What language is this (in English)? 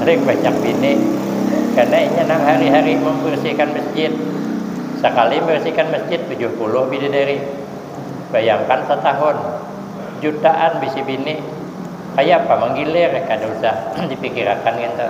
Banjar